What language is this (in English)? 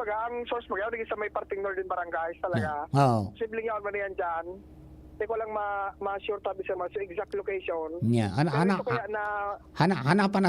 Bikol